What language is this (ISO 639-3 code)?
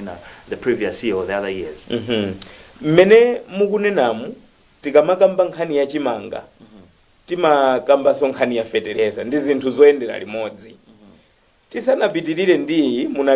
nya